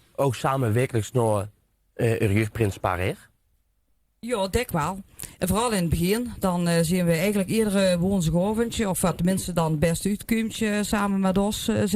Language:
Limburgish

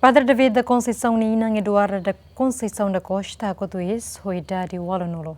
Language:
Tetum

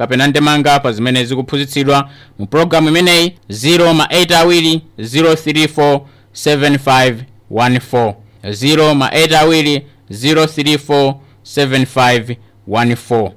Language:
Nyanja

